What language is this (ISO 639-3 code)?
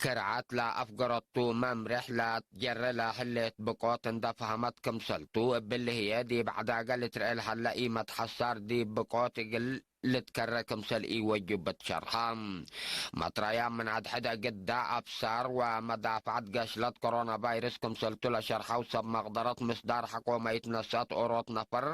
tig